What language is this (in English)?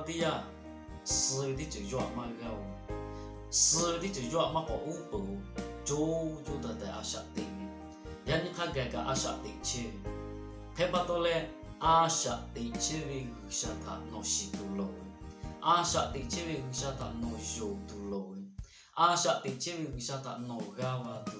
Lahu